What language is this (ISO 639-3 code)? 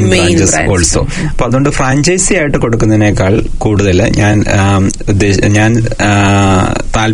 mal